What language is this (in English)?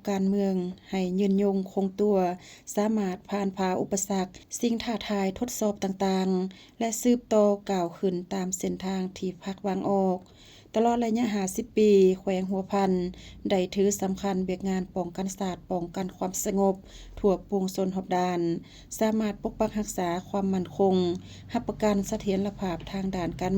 Lao